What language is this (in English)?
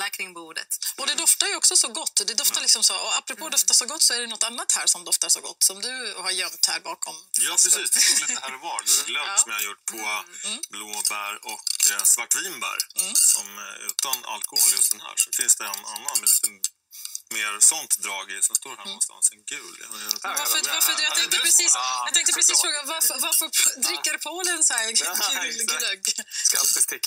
Swedish